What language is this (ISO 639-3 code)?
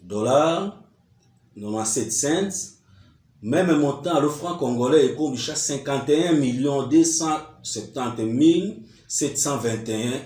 tll